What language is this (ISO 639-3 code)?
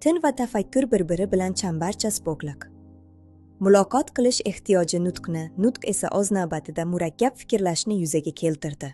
uzb